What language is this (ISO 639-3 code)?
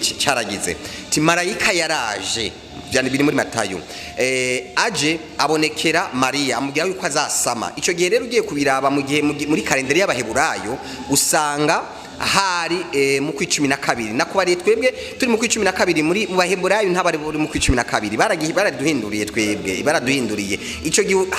run